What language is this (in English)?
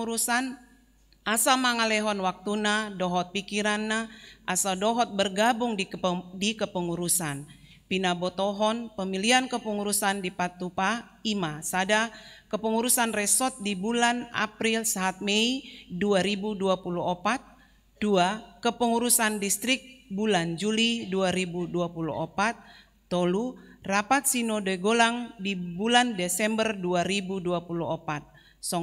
Batak Toba